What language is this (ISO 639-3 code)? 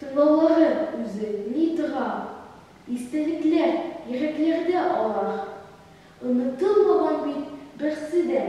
tat